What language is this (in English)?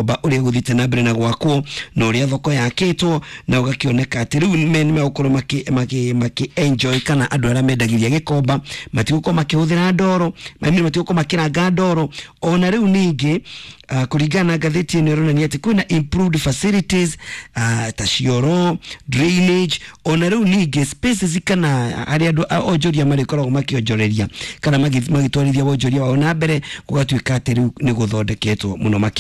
Kikuyu